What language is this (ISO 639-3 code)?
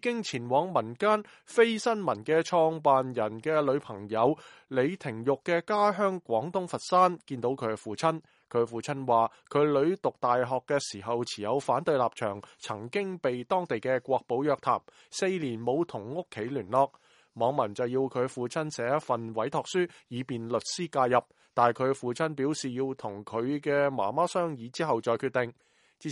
yue